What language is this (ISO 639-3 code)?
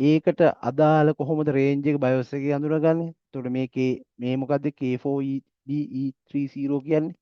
sin